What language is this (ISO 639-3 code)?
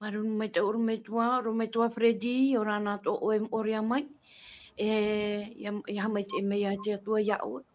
tah